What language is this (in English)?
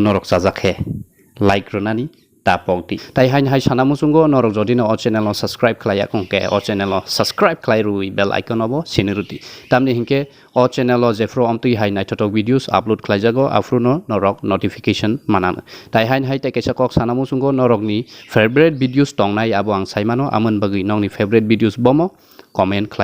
Kok Borok